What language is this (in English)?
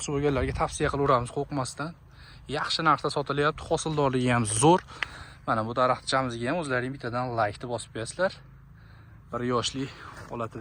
Uzbek